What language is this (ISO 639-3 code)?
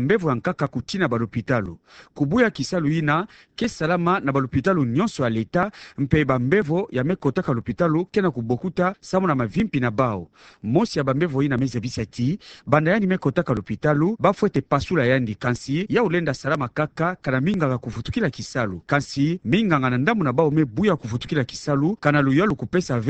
ktu